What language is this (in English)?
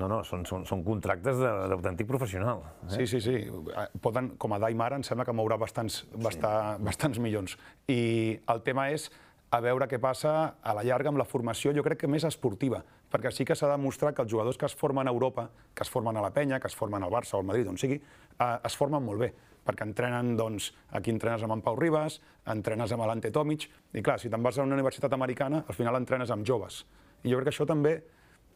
Catalan